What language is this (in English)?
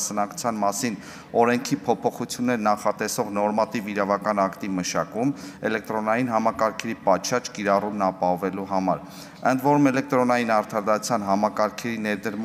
Armenian